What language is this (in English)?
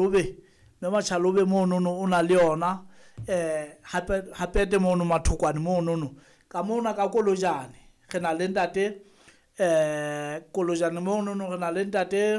Southern Sotho